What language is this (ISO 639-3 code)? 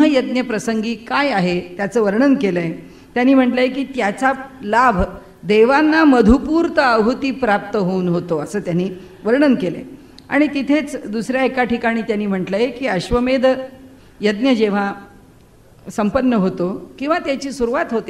mar